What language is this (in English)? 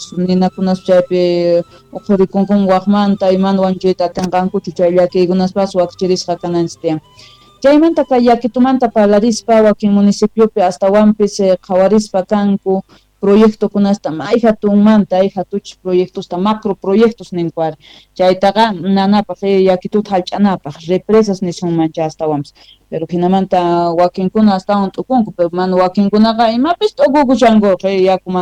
South Bolivian Quechua